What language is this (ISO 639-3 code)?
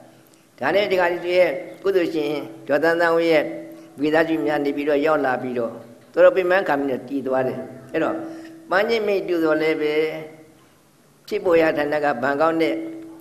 mya